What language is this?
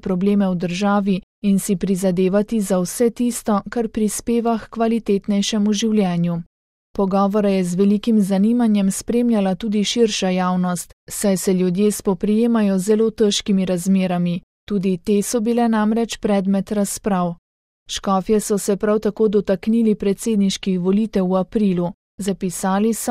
Slovenian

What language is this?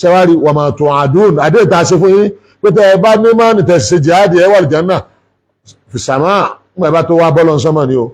Yoruba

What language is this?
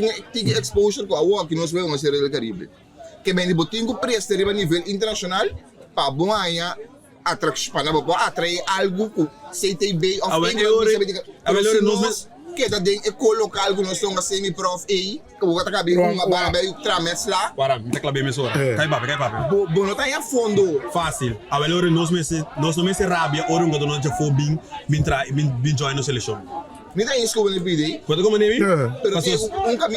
Papiamento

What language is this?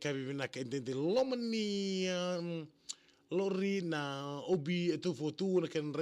Fijian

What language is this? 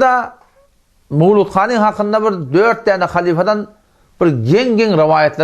Turkmen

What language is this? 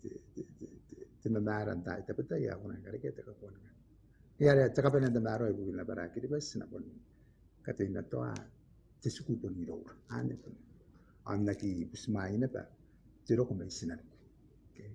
Gilbertese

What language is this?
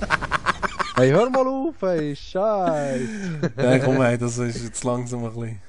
Swiss German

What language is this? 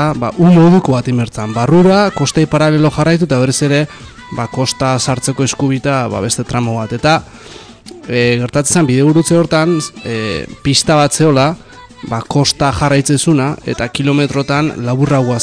Basque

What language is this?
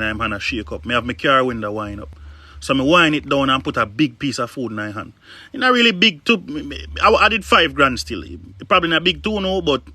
Jamaican Creole English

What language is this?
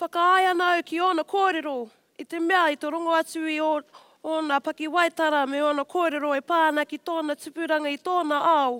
Māori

